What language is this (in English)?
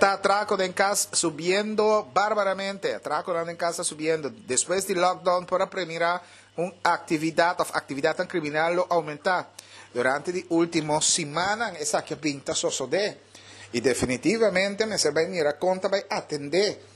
Papiamento